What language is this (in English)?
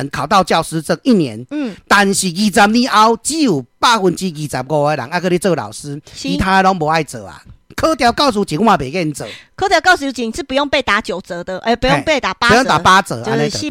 Min Nan Chinese